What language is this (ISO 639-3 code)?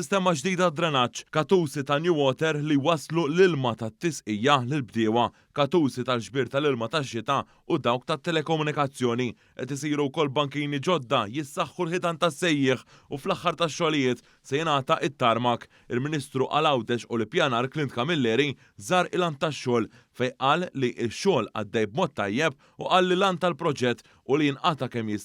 mlt